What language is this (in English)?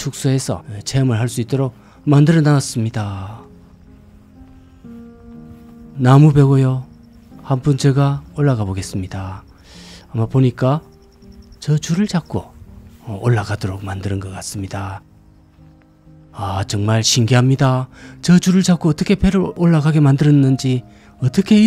Korean